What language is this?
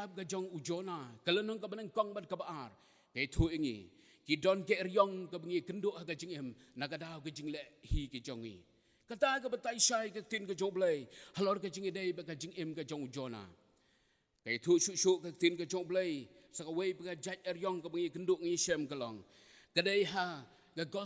Khasi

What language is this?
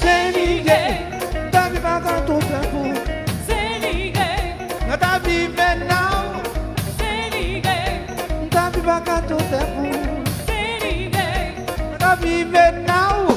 Kabuverdianu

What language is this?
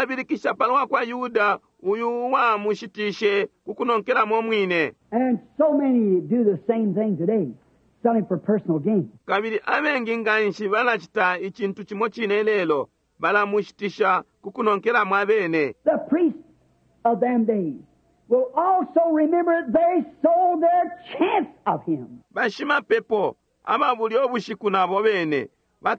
Bemba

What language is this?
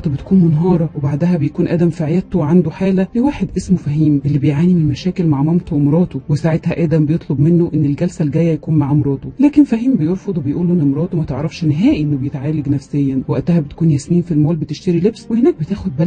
Egyptian Arabic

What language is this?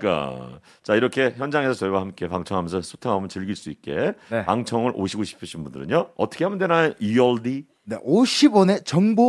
Korean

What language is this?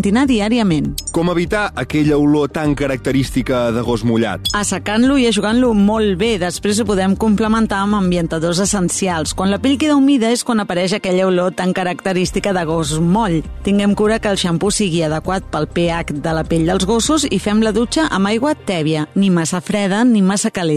Catalan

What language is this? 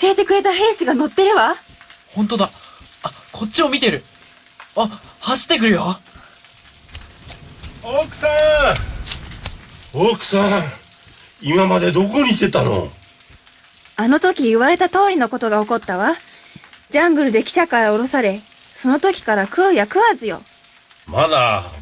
Japanese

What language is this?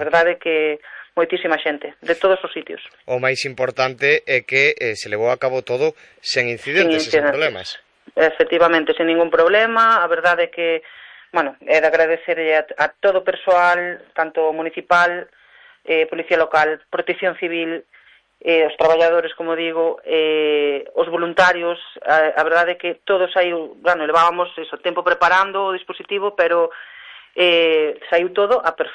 Galician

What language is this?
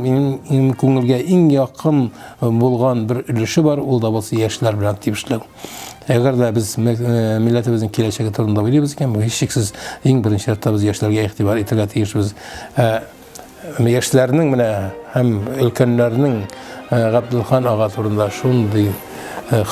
Tatar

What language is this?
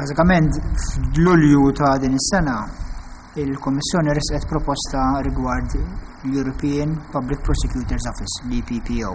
Maltese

